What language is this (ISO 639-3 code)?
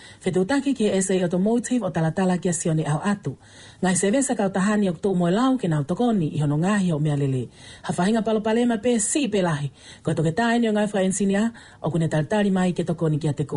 ton